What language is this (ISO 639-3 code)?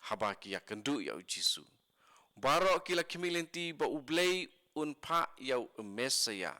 kha